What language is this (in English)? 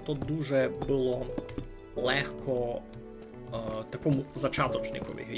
Rusyn